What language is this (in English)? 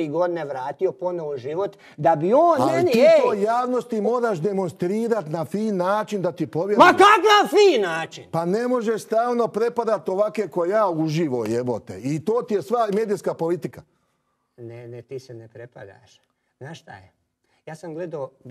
Croatian